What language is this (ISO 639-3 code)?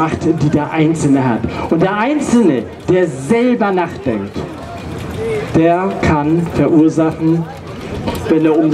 deu